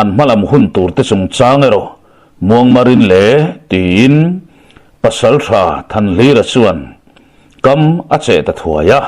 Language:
Mizo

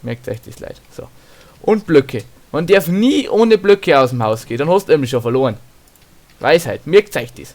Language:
Bavarian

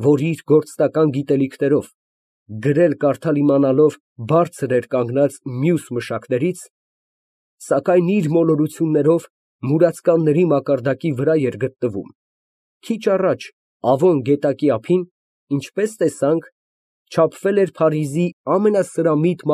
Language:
Armenian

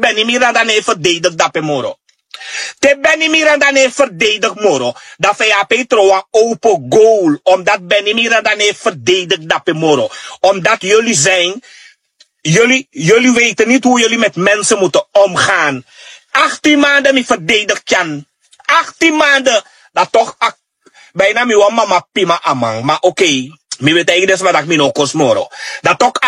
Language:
Sranan Tongo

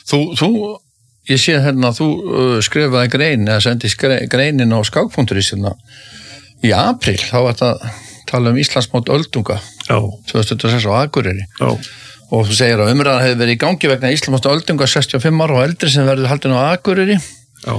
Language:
Icelandic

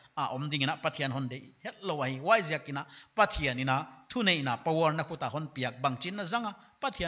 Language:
Paite Chin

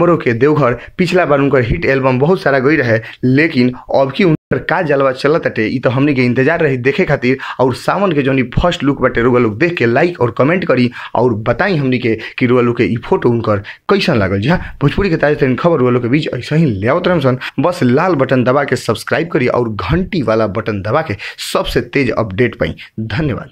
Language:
Bhojpuri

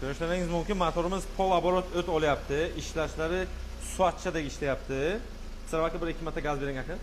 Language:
Uzbek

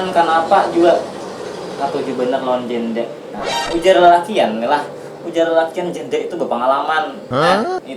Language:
Banjar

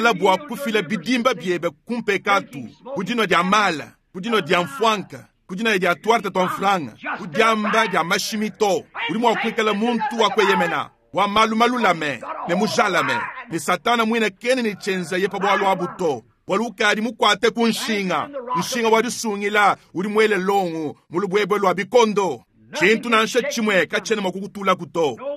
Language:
Luba-Lulua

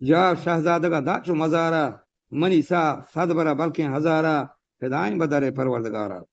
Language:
Eastern Balochi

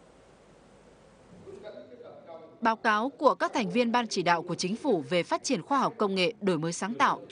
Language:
Vietnamese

